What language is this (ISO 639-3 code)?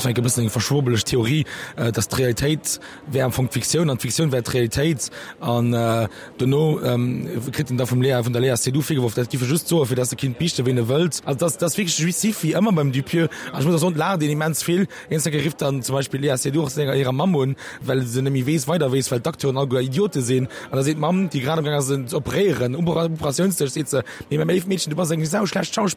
ltz